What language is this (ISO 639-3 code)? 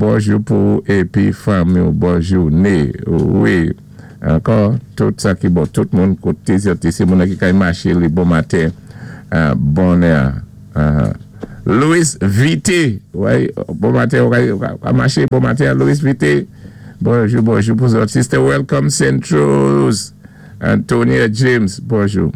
acf